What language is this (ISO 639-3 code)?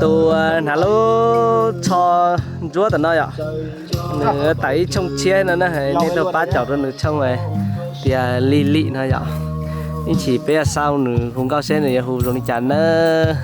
hmn